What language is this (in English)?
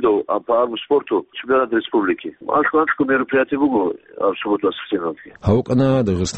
Avaric